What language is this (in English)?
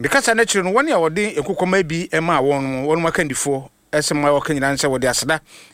Akan